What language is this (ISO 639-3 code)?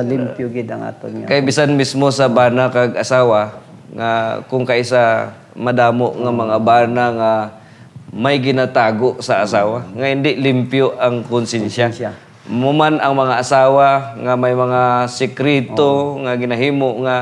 hil